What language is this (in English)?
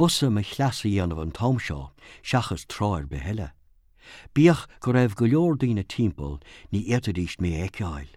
Irish